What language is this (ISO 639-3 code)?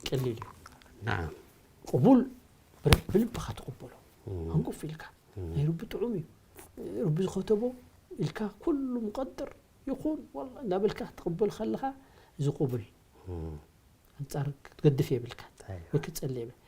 tir